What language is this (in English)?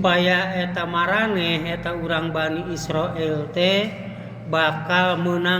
Sundanese